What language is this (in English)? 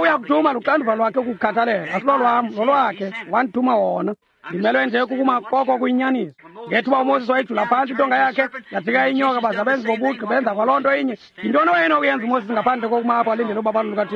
Xhosa